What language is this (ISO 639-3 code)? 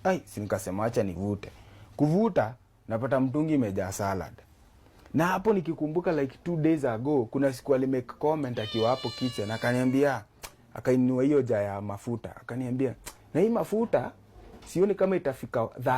swa